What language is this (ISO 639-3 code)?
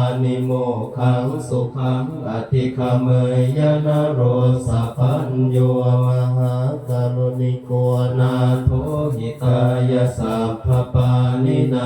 pli